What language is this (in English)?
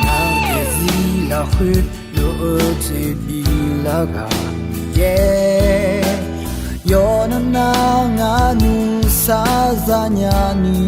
Akha